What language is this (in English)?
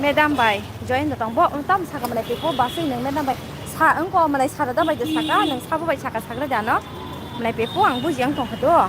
Kok Borok